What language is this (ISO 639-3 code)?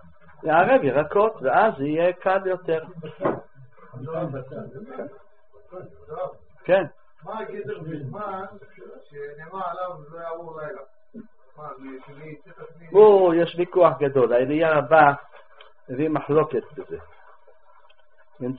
heb